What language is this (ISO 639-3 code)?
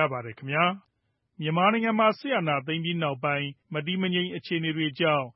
mya